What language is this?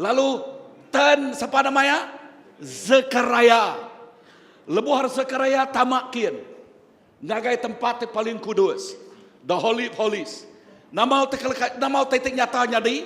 Iban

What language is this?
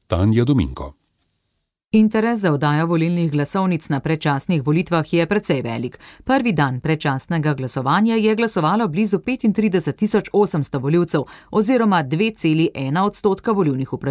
Slovenian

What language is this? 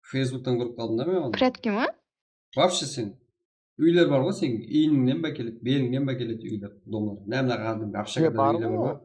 Kara-Kalpak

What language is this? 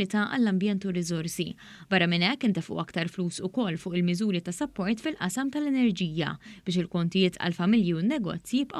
Maltese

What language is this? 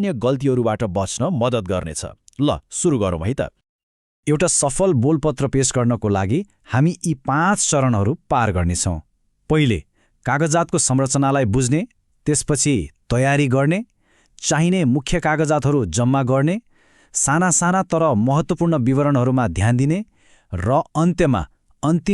Nepali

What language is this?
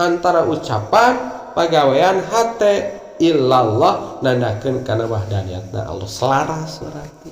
Sundanese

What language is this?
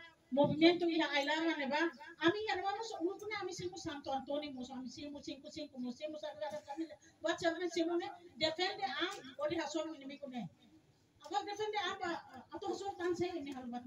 Tetum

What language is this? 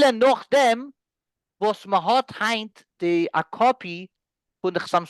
Yiddish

